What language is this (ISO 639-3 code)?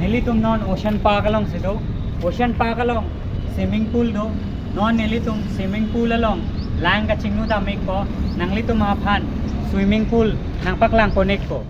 mjw